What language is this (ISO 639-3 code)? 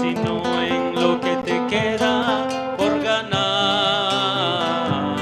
quh